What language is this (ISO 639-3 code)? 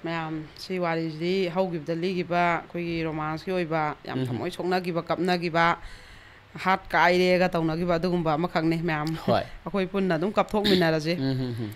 mni